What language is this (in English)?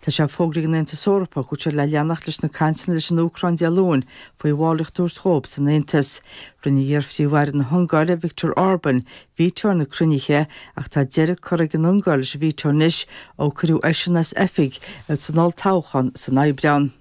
Irish